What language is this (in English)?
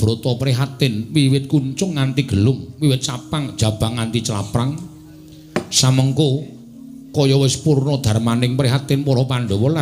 Javanese